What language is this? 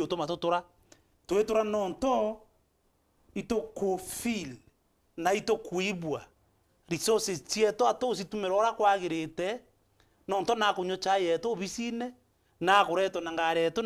Meru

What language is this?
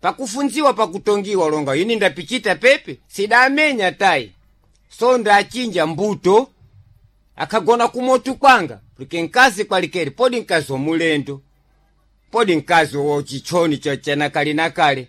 Sena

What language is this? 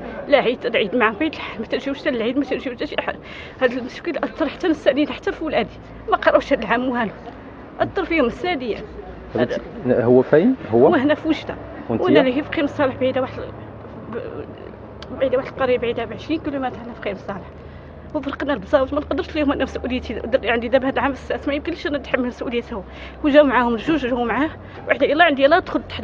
Moroccan Arabic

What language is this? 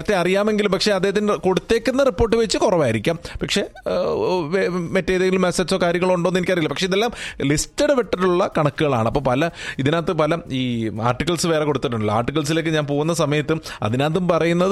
Malayalam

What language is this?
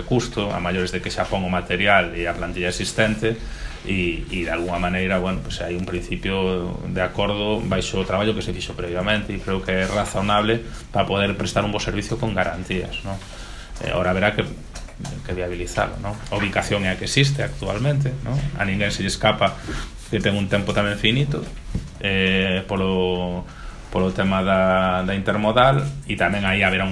Galician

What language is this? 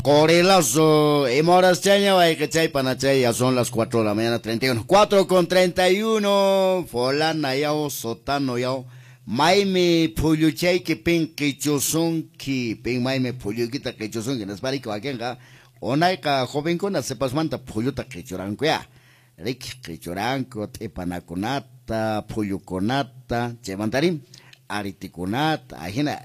Quechua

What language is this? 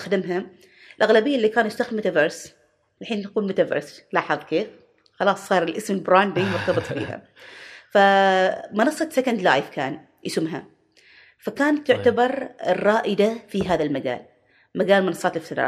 Gulf Arabic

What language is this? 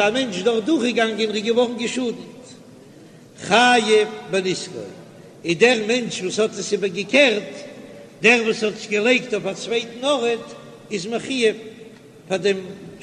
Yiddish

